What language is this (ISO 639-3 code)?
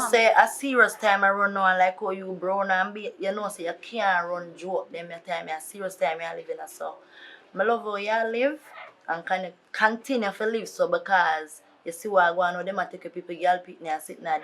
jam